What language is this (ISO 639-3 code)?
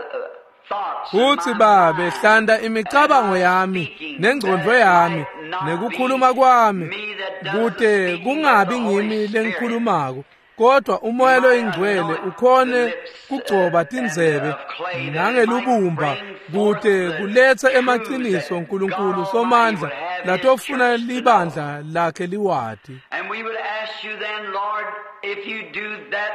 ssw